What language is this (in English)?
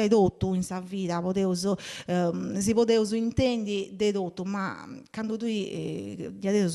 Sardinian